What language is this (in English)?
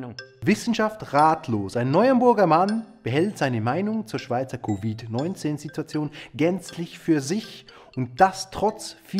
Swiss German